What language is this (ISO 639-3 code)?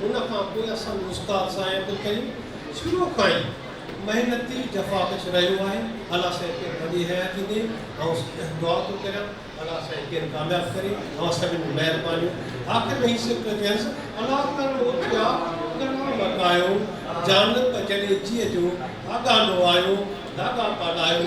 snd